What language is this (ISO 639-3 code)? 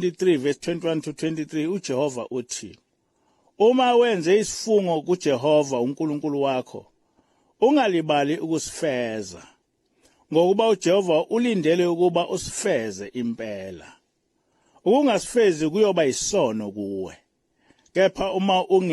zul